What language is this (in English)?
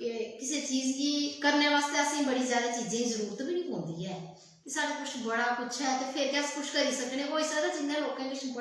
Dogri